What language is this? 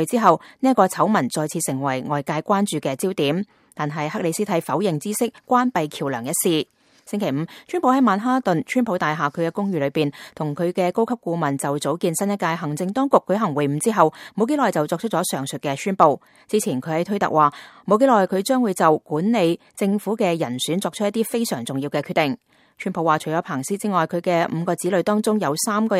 Cantonese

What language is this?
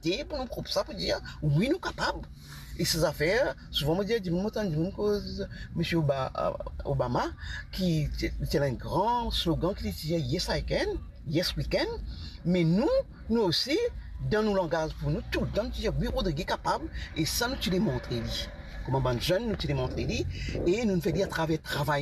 Morisyen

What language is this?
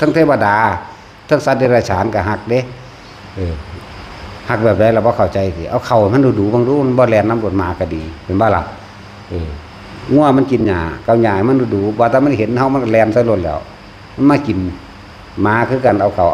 Northeastern Thai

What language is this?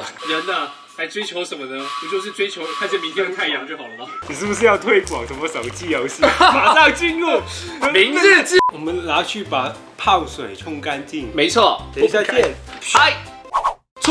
Chinese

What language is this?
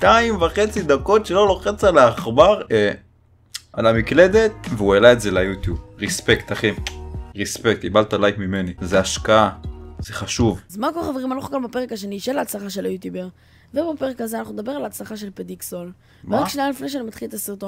Hebrew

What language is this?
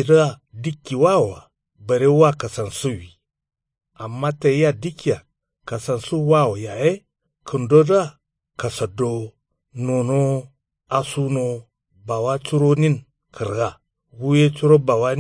Kanuri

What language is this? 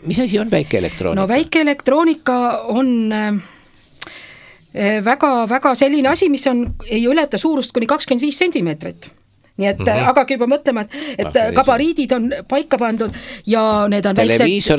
Estonian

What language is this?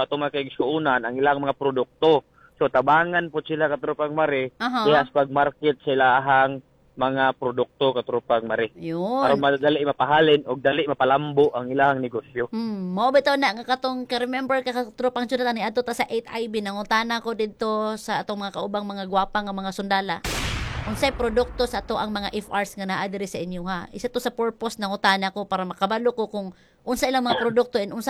Cebuano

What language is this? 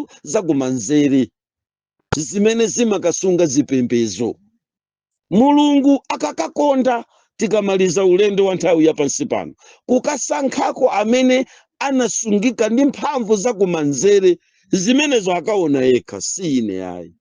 Nyanja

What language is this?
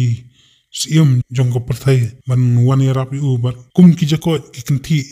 Khasi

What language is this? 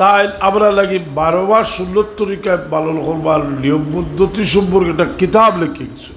Sylheti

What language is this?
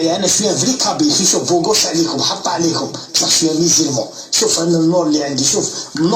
Algerian Arabic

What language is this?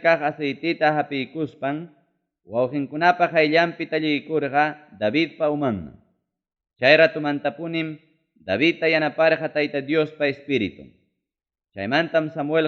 Ayacucho Quechua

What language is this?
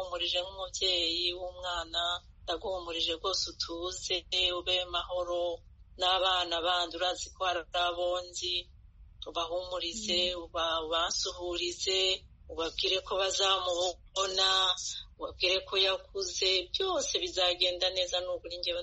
Kinyarwanda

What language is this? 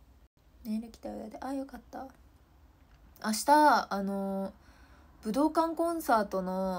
Japanese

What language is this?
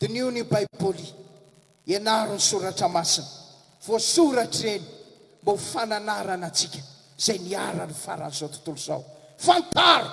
Malagasy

